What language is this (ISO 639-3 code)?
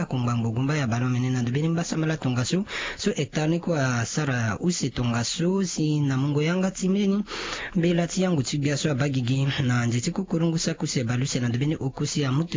sag